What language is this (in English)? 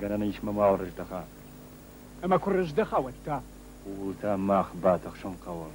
Ossetic